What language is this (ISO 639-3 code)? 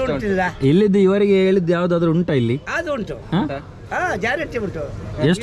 tcy